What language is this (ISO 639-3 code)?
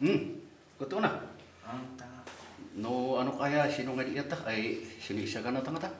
kne